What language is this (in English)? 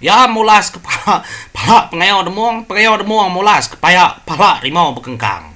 Iban